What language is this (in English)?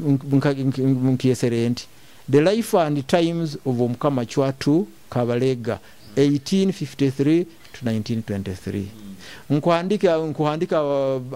Nyoro